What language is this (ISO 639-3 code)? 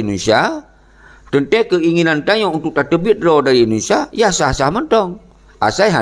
ace